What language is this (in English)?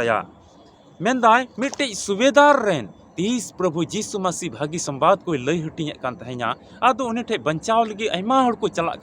Santali